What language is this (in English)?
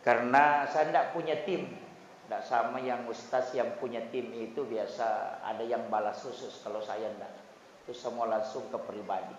Buginese